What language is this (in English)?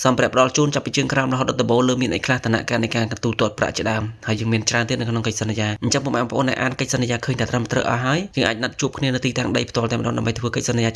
Khmer